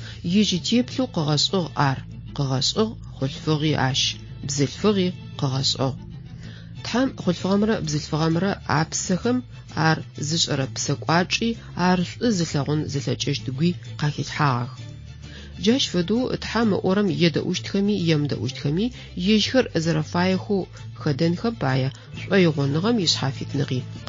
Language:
Adyghe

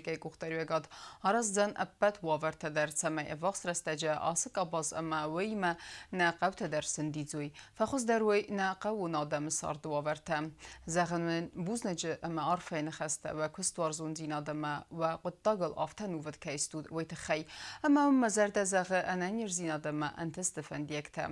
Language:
Ossetic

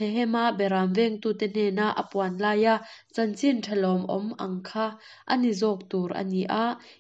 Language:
Mizo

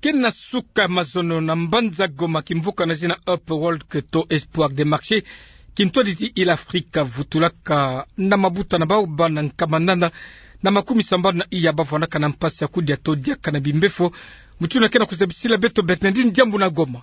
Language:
Kituba (Democratic Republic of Congo)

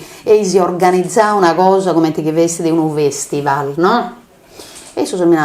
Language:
Sardinian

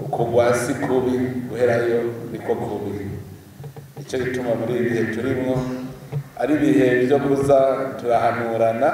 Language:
Rundi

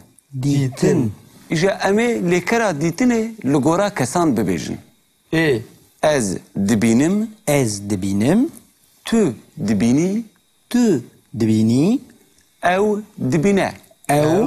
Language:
Kurdish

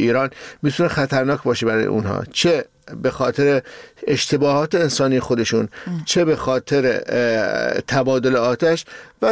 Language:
Persian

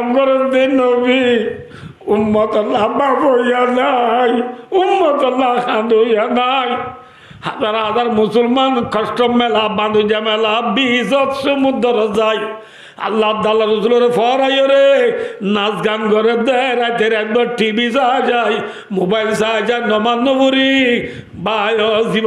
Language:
Rohingya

